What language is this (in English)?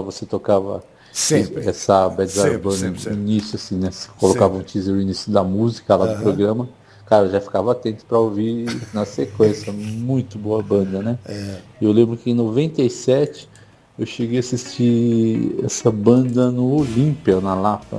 Portuguese